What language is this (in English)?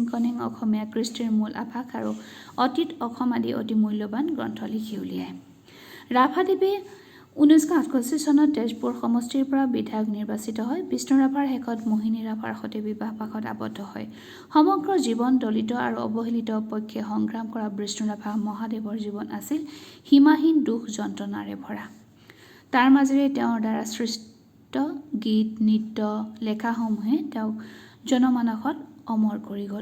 Assamese